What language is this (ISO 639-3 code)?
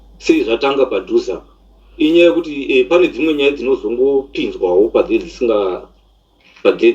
sna